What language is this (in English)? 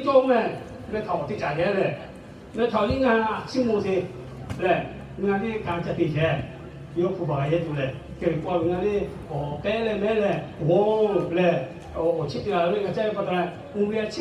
Lahu